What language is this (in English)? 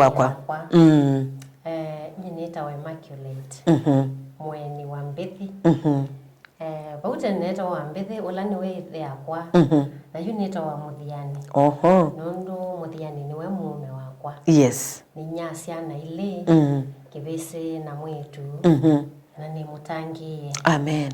Kamba